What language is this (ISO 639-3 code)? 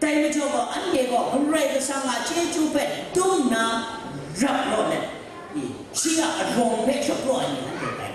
kac